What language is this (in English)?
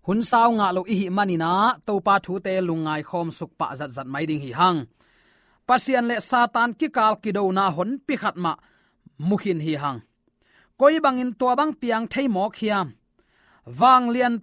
Tedim Chin